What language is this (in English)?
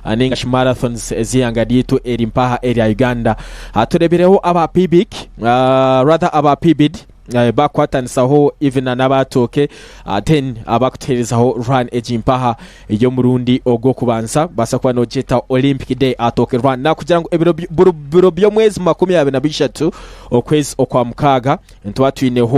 Nyankole